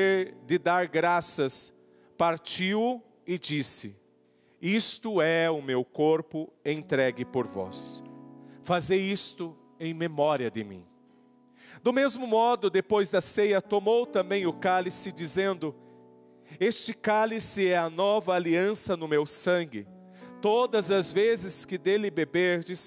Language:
Portuguese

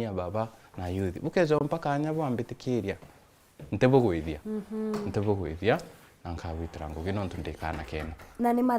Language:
Meru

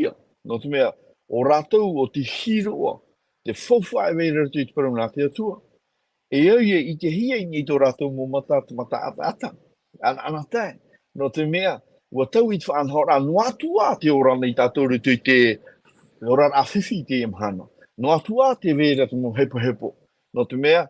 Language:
Tahitian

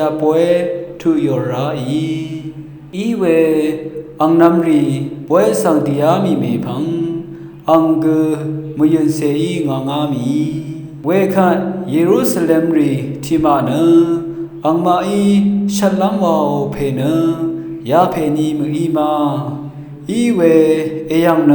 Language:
Rawang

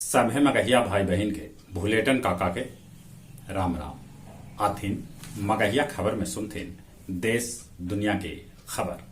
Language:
Magahi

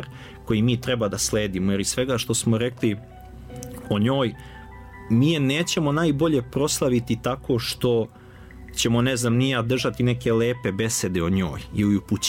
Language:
Serbian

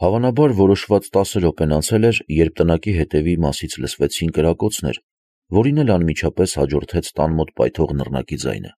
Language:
Armenian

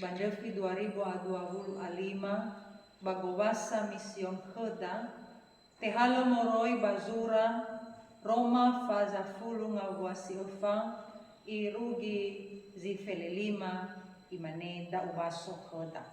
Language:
Nias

